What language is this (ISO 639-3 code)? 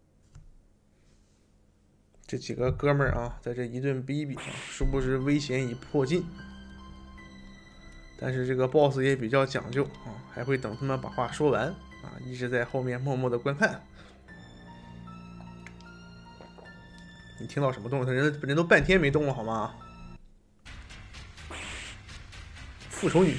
zho